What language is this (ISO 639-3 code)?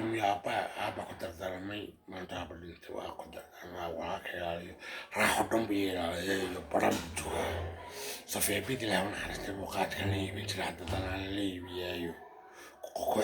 som